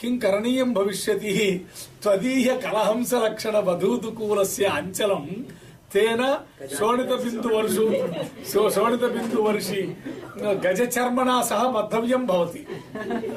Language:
Sanskrit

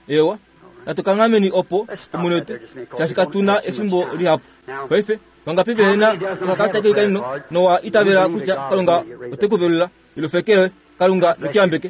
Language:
Kuanyama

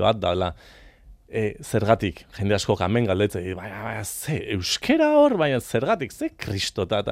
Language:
Basque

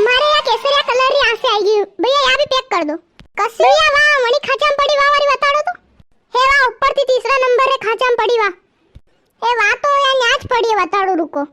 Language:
Rajasthani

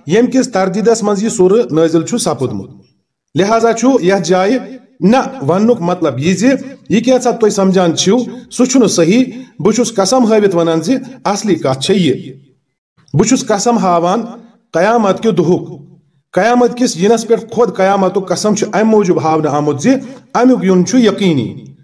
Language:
Kashmiri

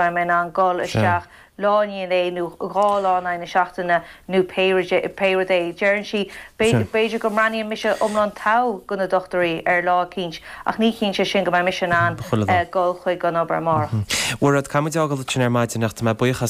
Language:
Irish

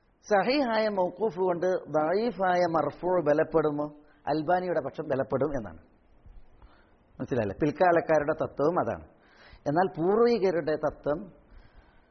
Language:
Malayalam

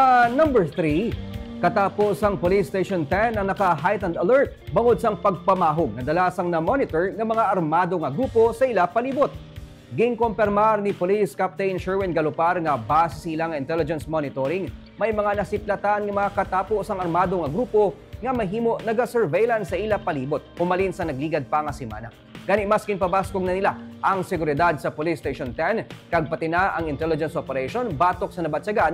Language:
Hiligaynon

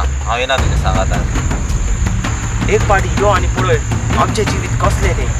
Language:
Konkani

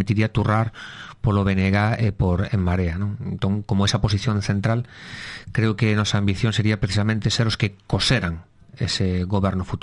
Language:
Galician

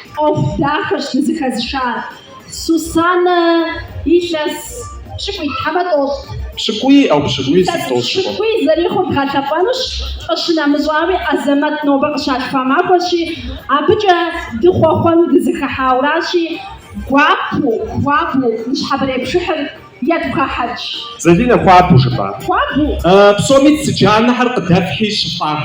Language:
Kabardian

